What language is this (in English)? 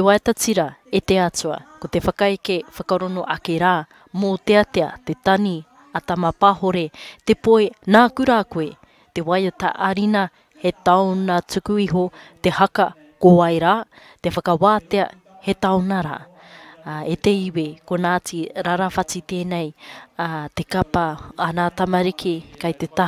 Māori